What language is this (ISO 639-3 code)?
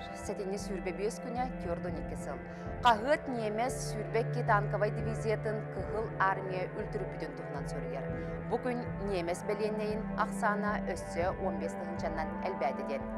sah